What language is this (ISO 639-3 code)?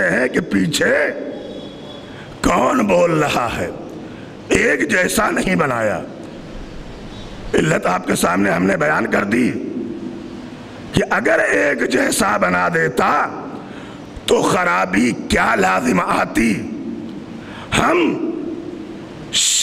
urd